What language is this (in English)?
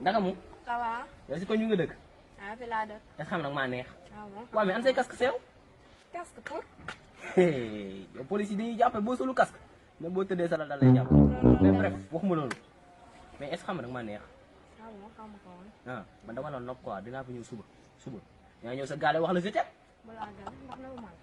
Wolof